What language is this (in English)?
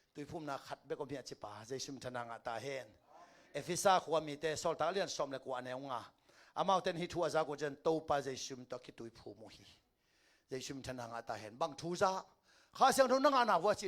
Tedim Chin